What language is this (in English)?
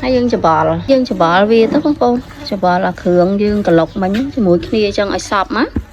Khmer